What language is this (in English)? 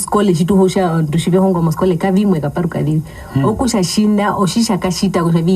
Herero